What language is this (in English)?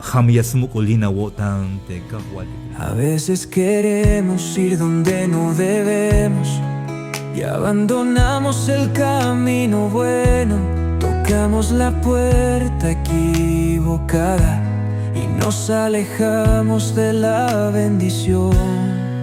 Tzeltal